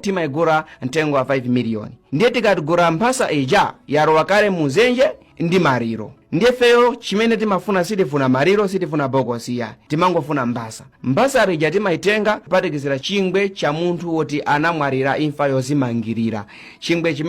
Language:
Nyanja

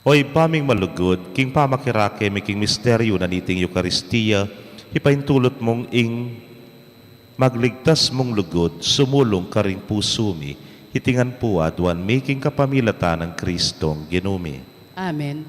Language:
Pampanga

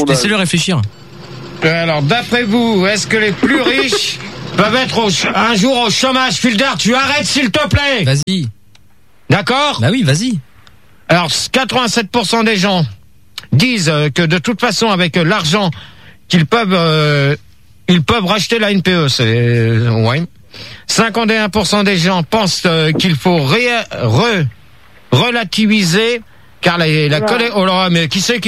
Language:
French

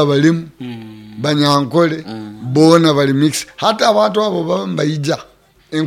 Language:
Nyoro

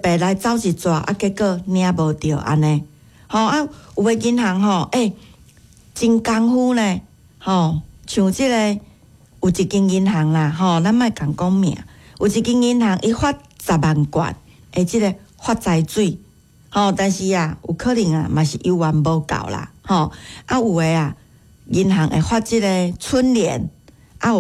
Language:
Min Nan Chinese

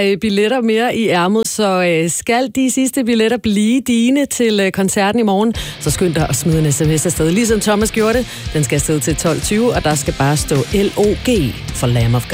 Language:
Danish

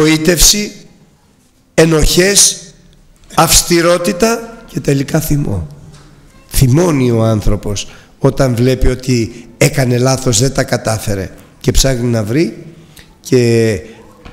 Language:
Greek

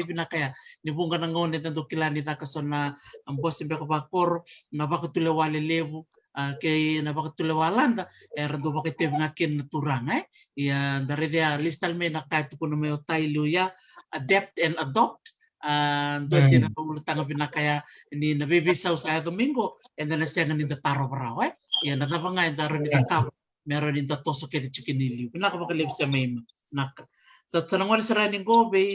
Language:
Fijian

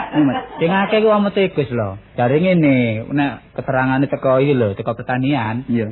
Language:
Javanese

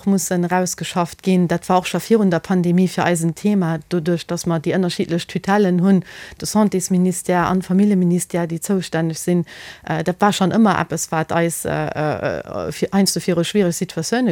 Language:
Luxembourgish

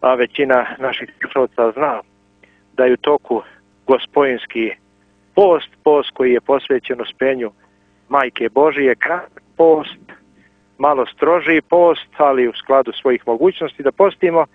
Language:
Serbian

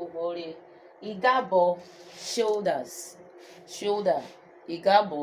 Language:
Urhobo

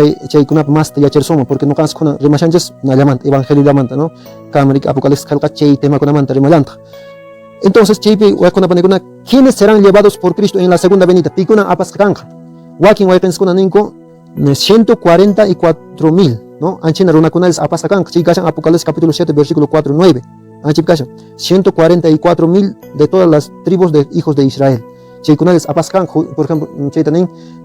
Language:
Quechua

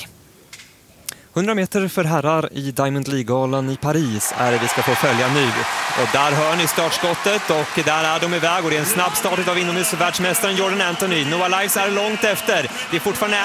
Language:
Swedish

